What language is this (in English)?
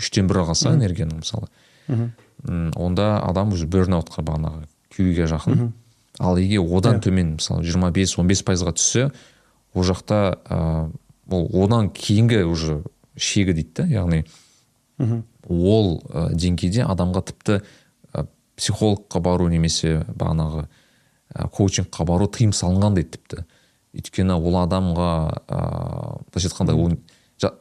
Kazakh